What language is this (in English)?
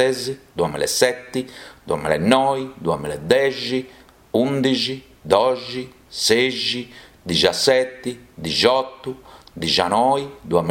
Sardinian